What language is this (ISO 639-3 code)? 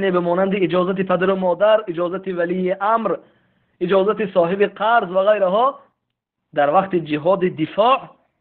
tgk